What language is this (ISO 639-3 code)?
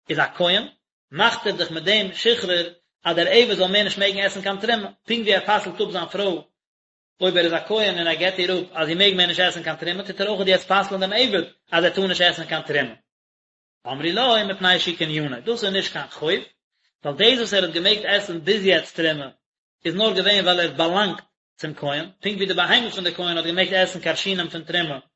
yid